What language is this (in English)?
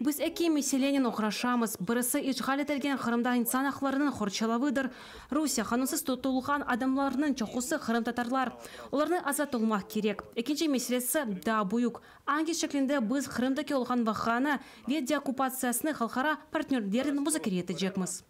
Crimean Tatar